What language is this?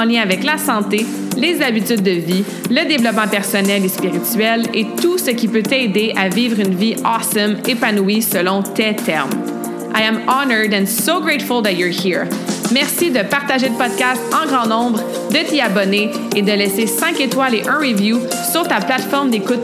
French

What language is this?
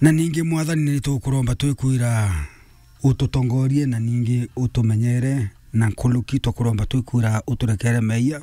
Meru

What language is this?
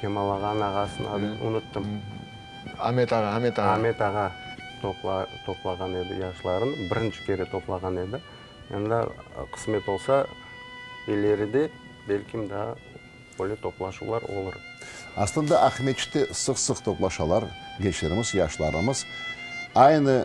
Crimean Tatar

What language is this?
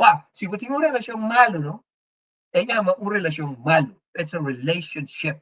Papiamento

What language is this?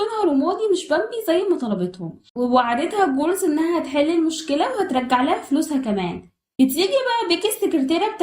Egyptian Arabic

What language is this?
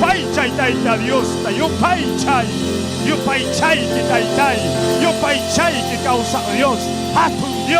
Ayacucho Quechua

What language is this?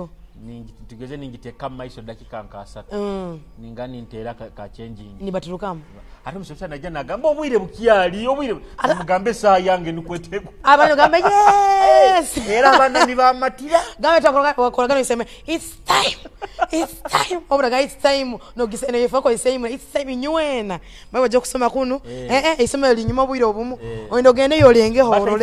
Nyoro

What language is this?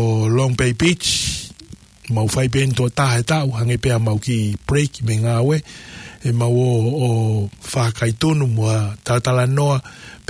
Tongan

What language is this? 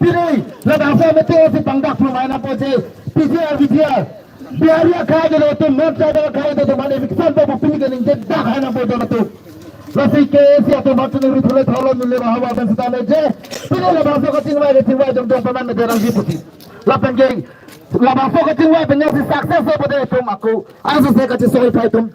Karbi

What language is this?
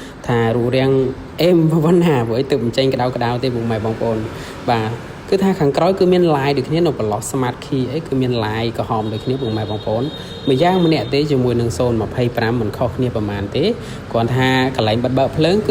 Khmer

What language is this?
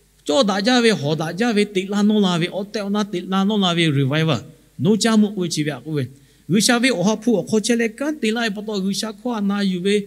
Lahu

